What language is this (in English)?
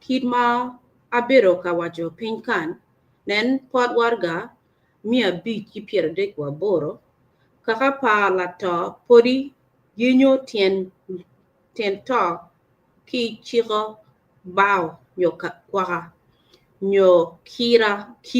Acoli